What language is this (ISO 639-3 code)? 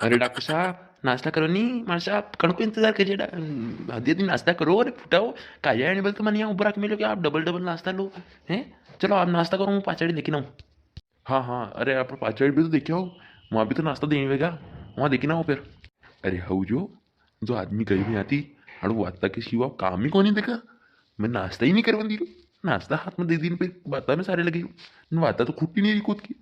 raj